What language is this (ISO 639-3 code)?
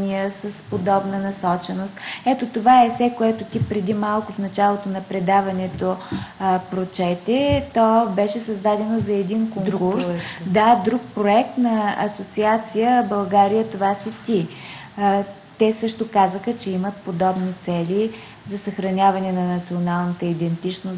bul